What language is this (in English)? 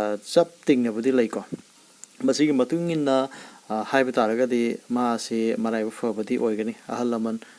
Manipuri